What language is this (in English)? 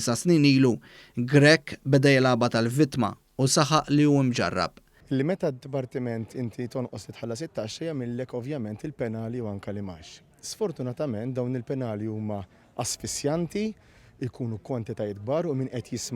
Maltese